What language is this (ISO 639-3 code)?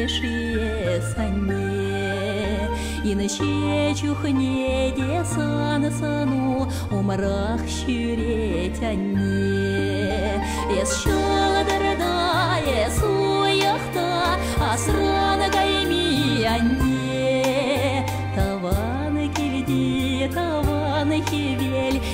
chv